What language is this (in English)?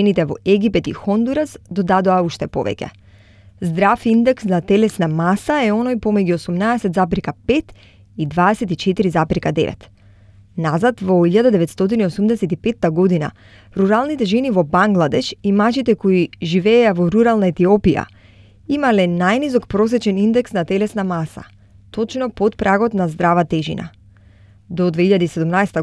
Macedonian